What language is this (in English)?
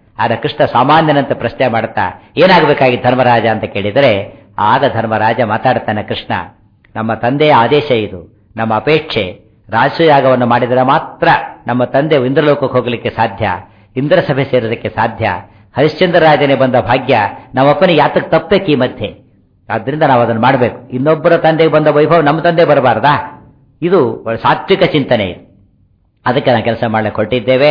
Kannada